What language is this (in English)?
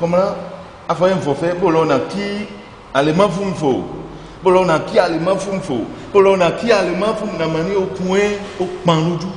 Ifè